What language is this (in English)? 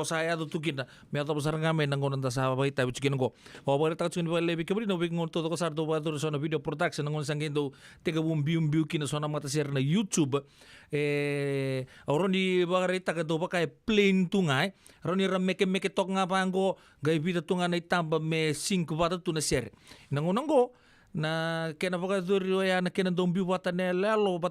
Fijian